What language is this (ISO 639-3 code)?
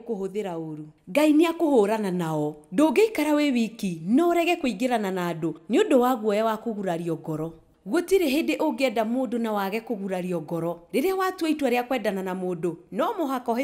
kik